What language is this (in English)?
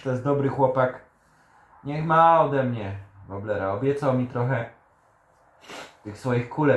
Polish